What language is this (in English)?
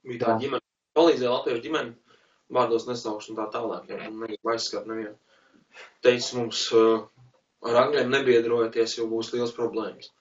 Latvian